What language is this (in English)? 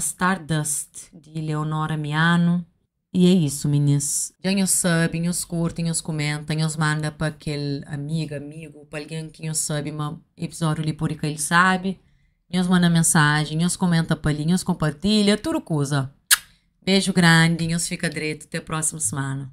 Kabuverdianu